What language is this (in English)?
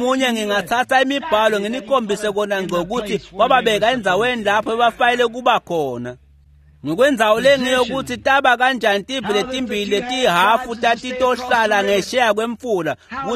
Swati